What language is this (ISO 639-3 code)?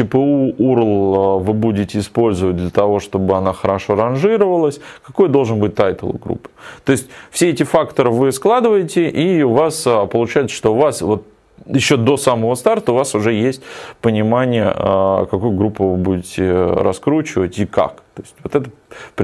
rus